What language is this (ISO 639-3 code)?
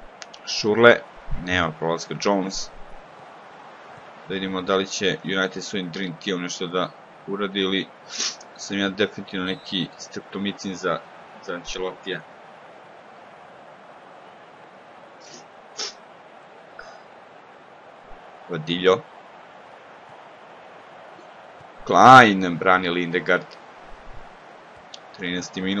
srp